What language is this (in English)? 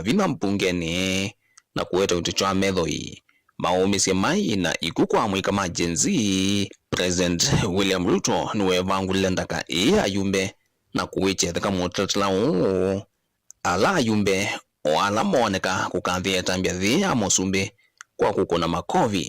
Kamba